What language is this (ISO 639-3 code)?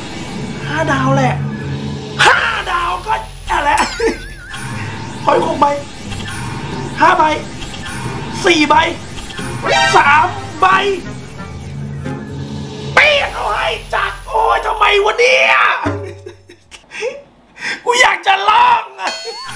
tha